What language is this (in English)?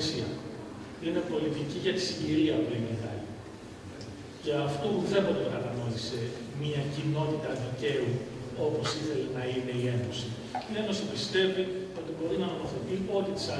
Greek